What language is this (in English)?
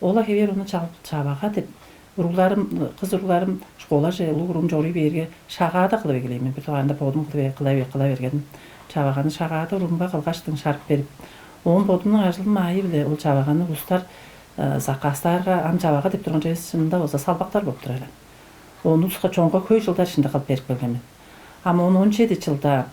Tuvinian